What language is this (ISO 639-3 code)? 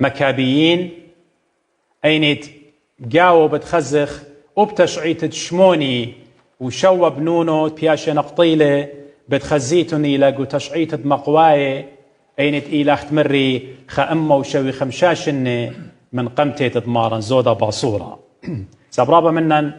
aii